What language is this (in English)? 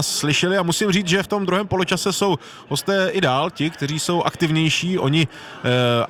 Czech